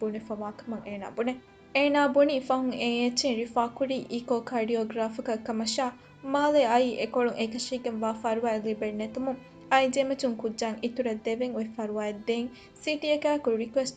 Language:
Divehi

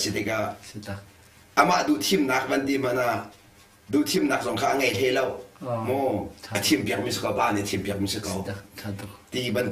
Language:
Hakha Chin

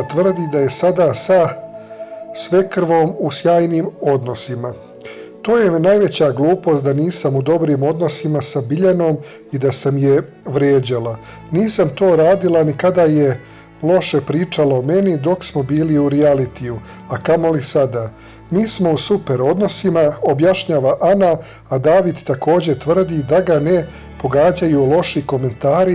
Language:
Serbian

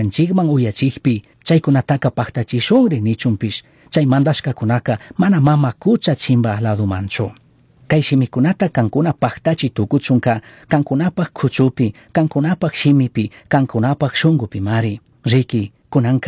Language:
Chimborazo Highland Quichua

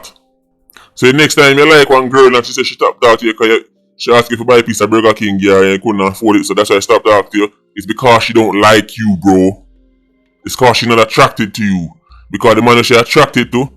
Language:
Jamaican Creole English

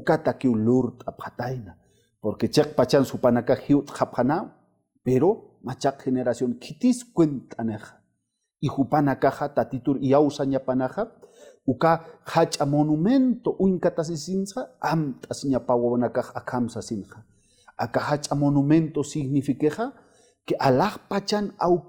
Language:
Aymara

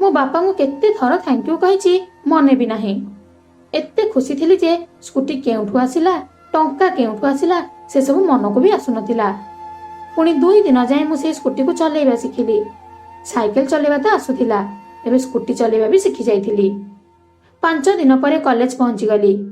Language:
Odia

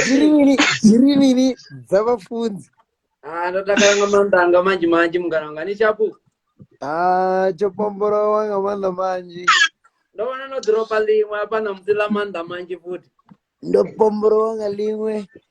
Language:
Venda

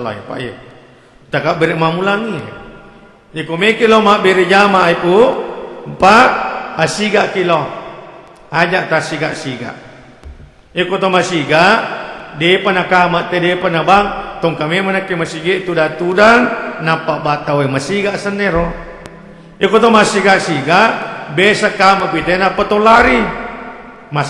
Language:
Buginese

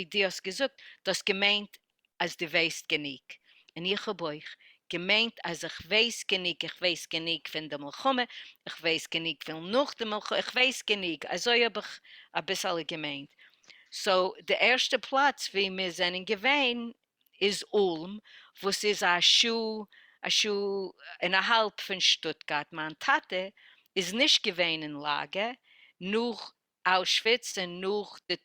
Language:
Yiddish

